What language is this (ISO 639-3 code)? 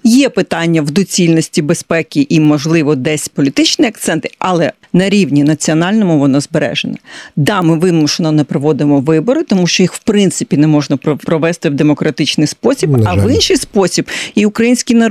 ukr